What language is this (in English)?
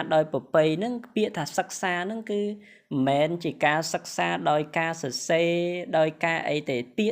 Khmer